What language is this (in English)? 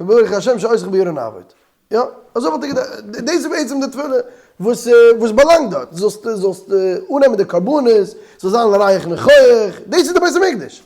Yiddish